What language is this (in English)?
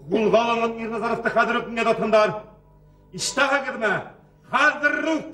Bashkir